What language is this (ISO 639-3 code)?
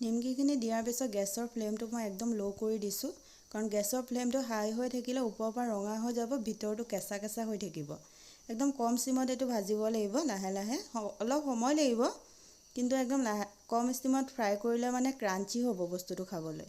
asm